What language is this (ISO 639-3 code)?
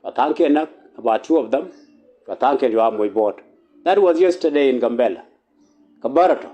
nus